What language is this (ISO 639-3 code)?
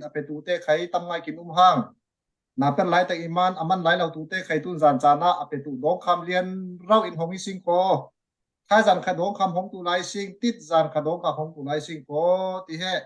cfm